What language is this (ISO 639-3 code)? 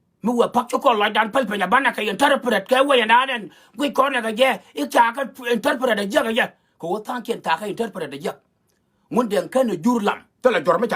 nus